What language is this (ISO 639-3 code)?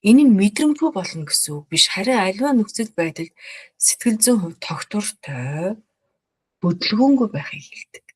mon